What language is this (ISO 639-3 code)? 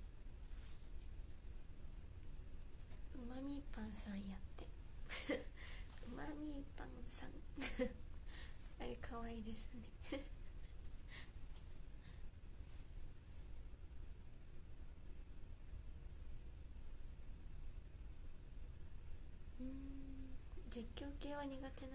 jpn